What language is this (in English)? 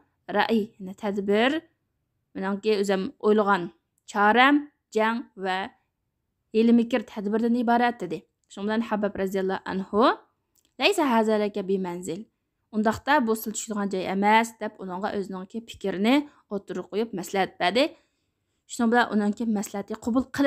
Uyghur